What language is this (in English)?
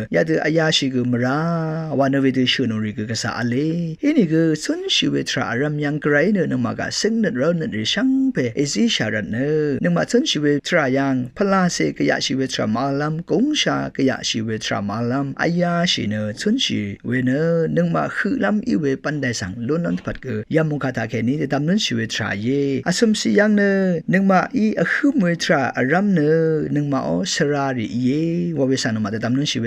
Rawang